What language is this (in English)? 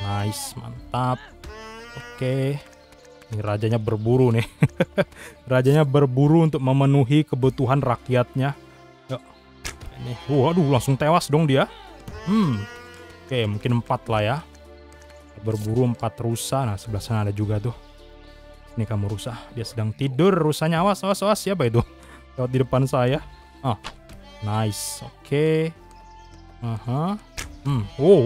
Indonesian